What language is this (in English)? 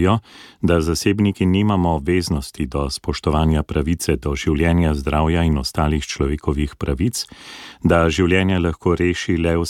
Slovenian